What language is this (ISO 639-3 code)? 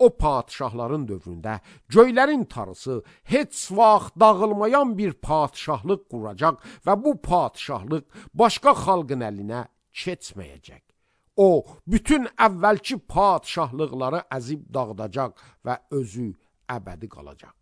aze